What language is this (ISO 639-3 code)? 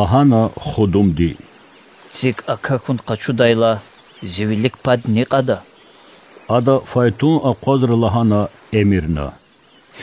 lez